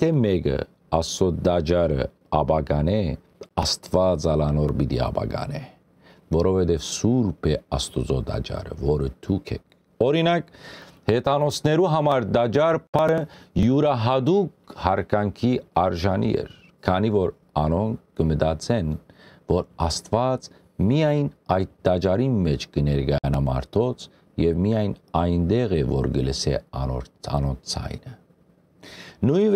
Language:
Western Armenian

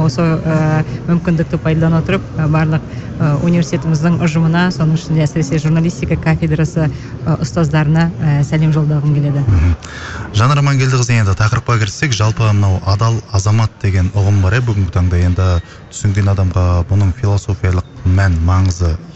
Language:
Kazakh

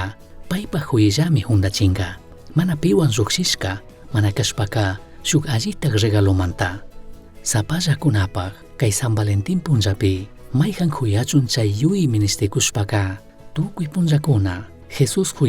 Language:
Chimborazo Highland Quichua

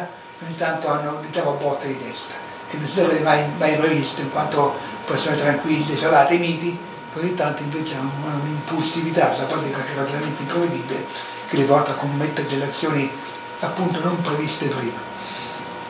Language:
Italian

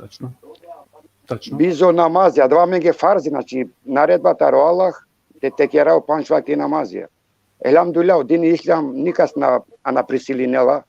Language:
Balkan Romani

